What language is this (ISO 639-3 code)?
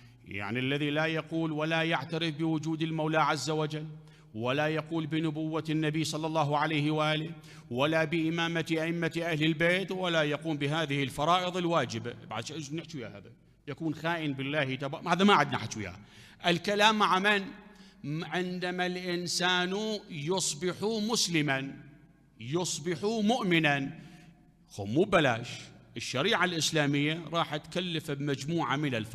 acm